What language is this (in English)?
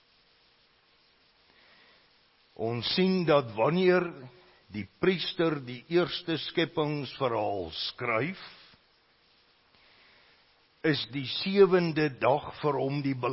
Afrikaans